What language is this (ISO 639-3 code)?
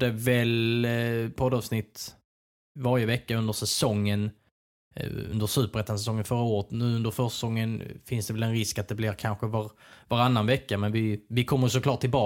swe